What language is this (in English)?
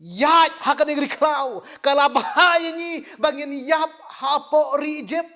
Khasi